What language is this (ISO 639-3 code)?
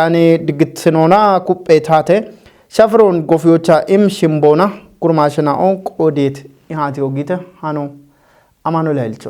kbr